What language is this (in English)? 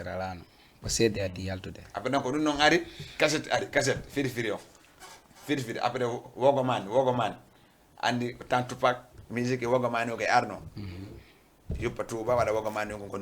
Fula